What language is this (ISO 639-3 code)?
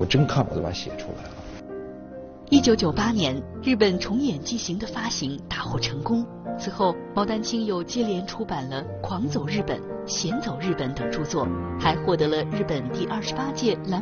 zho